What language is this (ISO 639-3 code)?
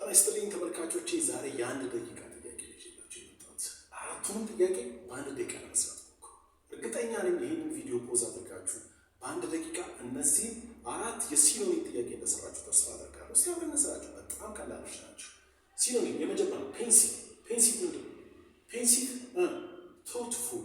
amh